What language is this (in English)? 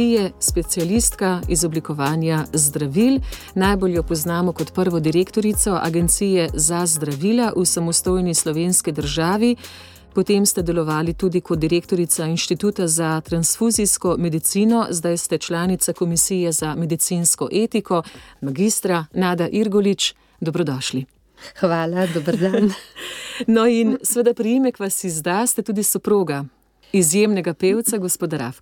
Slovenian